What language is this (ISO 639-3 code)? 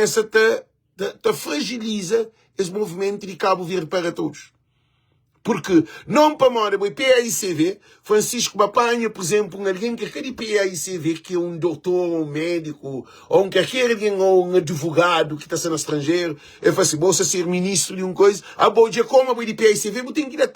kea